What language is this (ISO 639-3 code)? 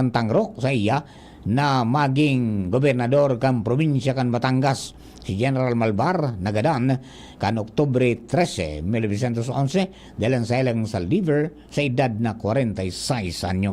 bik